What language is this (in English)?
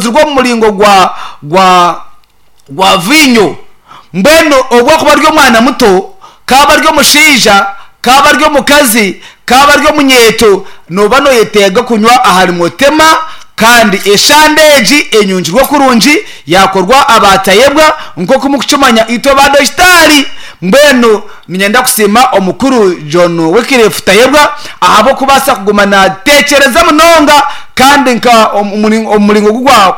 Nyankole